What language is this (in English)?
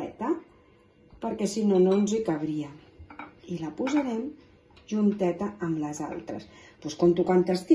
Catalan